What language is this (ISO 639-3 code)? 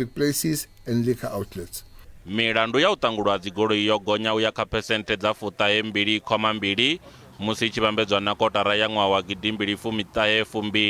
ven